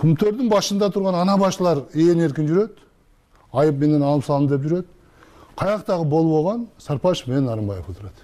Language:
Kyrgyz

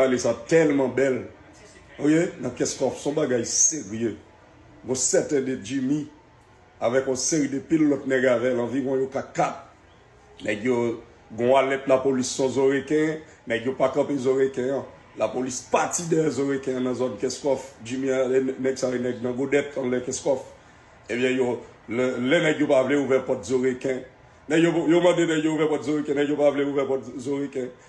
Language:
Haitian Creole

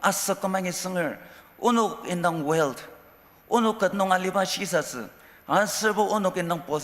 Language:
Ao Naga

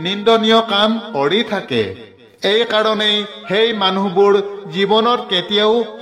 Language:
Assamese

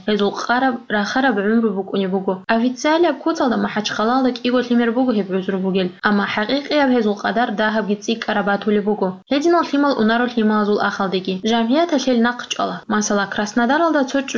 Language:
Avaric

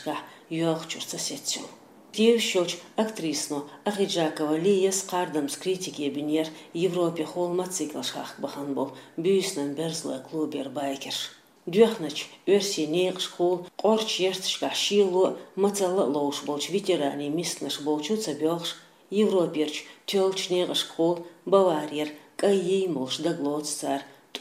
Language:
Chechen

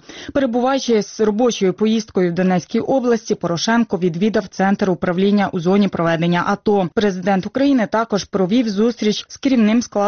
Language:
Ukrainian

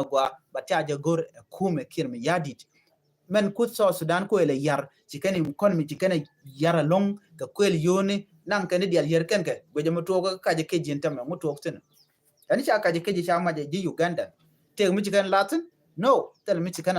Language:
Nuer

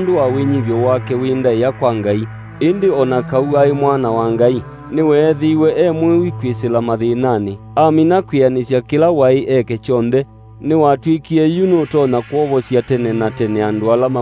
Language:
Kamba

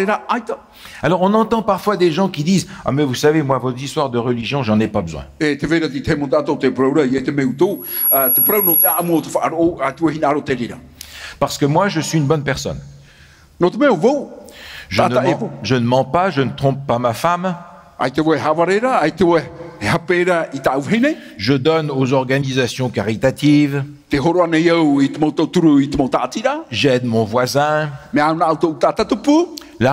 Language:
Tahitian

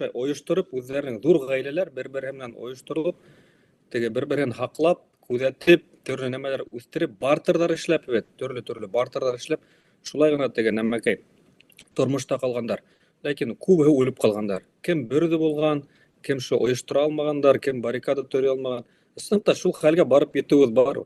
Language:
Bashkir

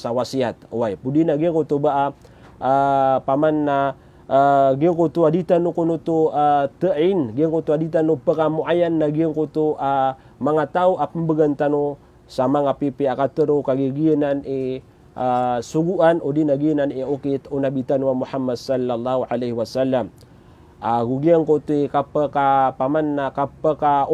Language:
Maranao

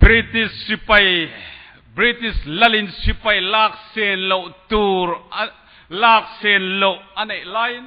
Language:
Mizo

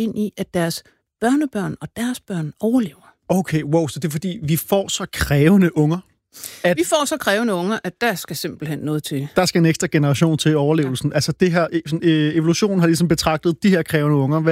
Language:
Danish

